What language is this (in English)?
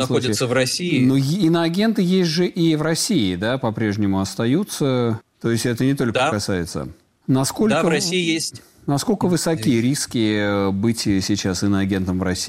Russian